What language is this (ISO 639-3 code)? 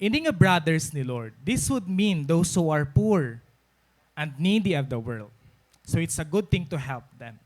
war